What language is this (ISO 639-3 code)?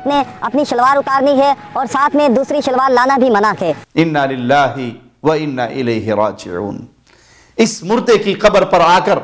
urd